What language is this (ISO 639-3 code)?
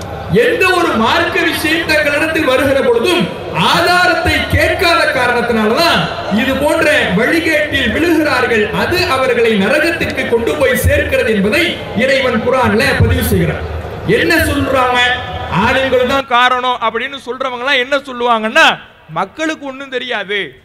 tam